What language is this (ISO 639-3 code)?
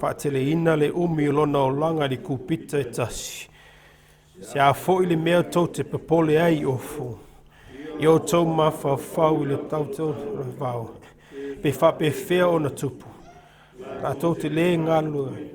smo